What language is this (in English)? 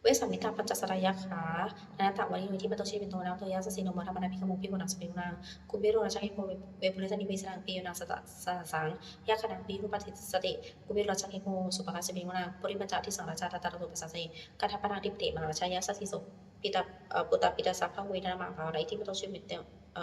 Pali